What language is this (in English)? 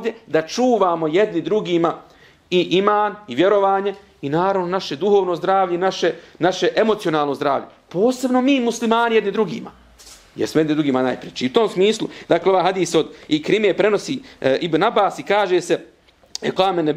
Bosnian